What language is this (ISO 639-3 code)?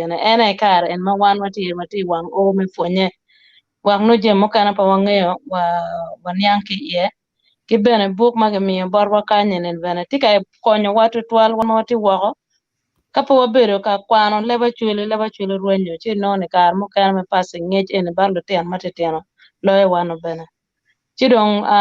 ach